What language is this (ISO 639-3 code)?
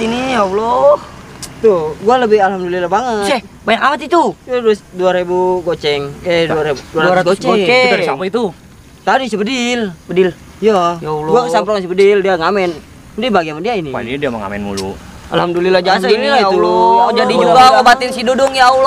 bew